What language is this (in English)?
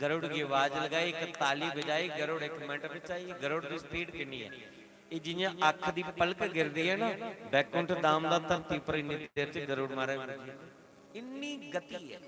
Dogri